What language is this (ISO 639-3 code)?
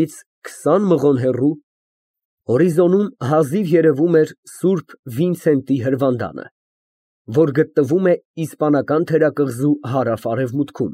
hye